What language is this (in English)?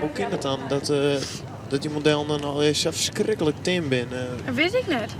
Western Frisian